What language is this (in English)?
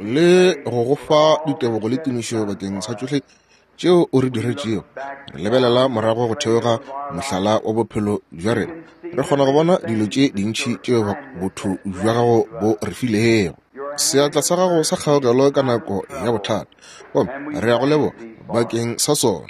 Northern Sotho